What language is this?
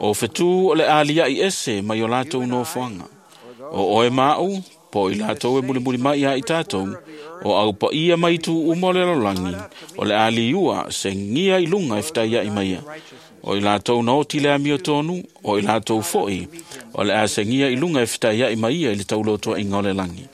Samoan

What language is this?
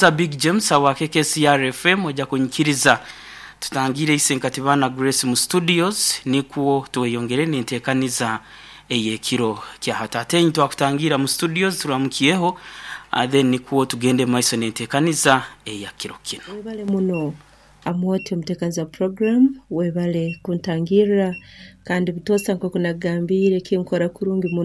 Nyankole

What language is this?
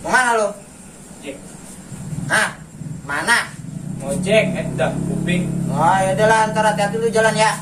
Betawi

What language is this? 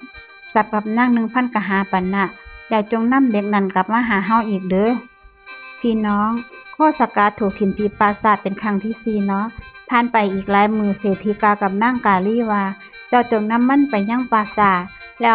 Northeastern Thai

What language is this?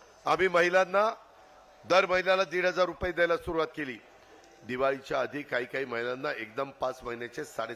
Marathi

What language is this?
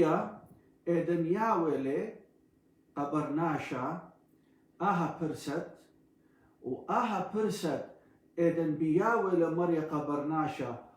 Assyrian Neo-Aramaic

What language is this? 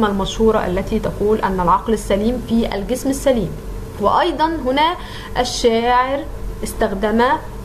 Arabic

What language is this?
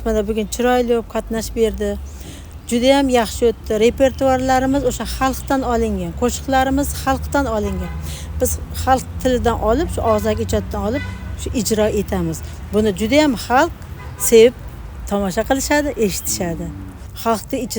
Uzbek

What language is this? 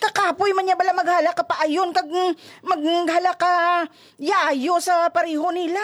Hiligaynon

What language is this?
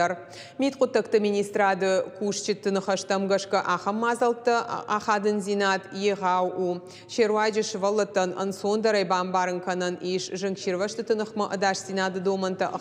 Ossetic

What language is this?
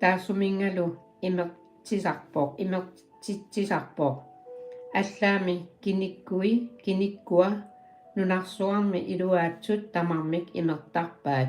Kalaallisut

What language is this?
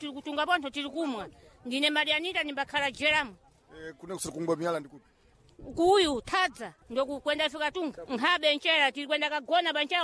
Sena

